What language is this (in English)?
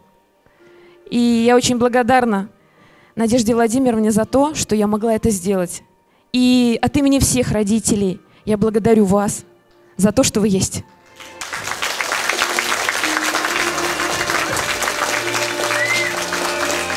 Russian